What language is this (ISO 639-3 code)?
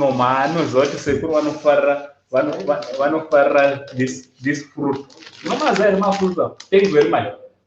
sna